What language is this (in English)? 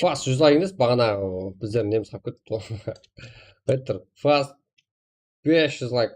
Kara-Kalpak